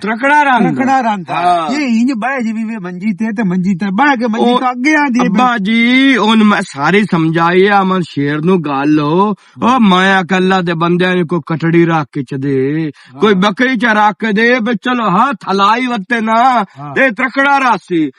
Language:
Western Panjabi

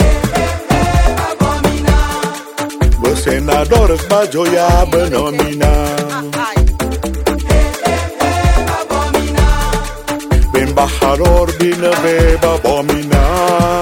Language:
Spanish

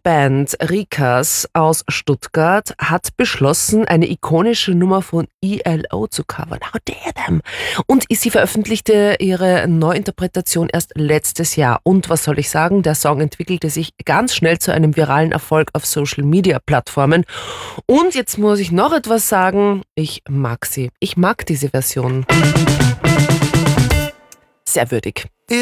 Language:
German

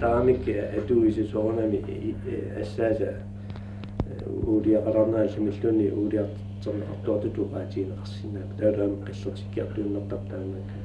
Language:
Kalaallisut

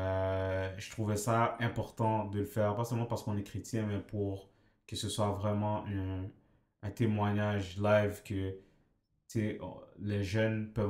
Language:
French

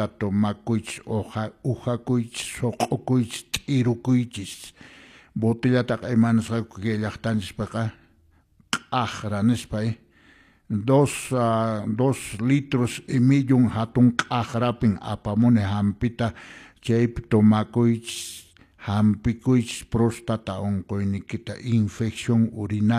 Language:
Quechua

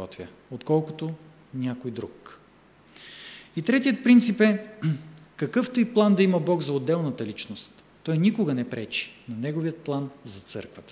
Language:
Bulgarian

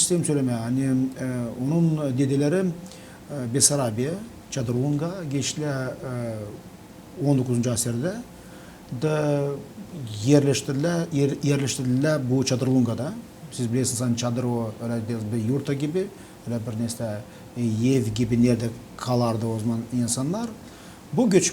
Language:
Gagauz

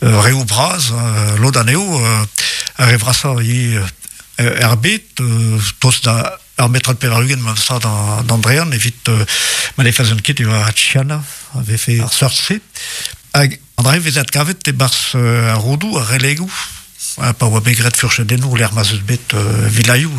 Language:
Breton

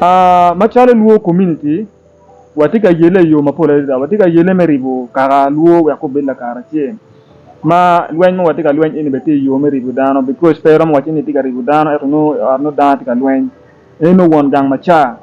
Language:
Acoli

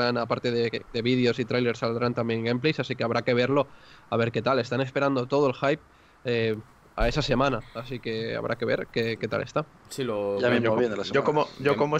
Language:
Spanish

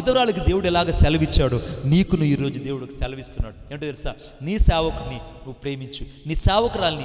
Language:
Telugu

